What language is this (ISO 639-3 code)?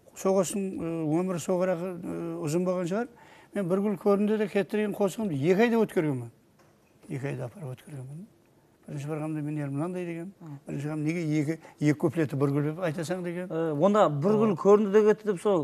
kaa